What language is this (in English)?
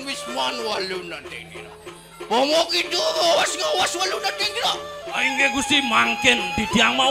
Balinese